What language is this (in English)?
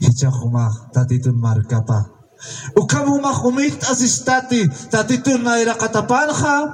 Aymara